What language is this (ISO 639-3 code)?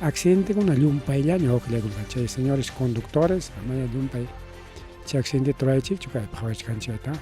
quy